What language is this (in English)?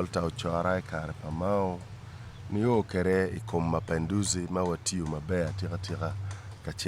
Acoli